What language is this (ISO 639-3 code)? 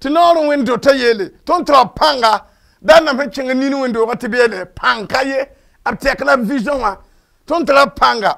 mos